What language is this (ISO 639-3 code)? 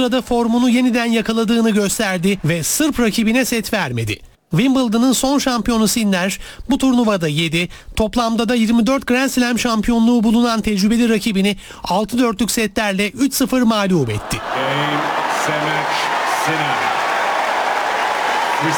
tur